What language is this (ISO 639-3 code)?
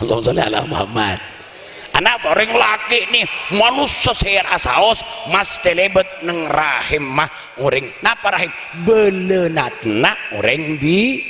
mad